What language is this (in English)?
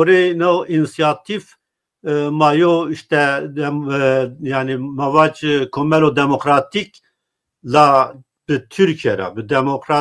Zaza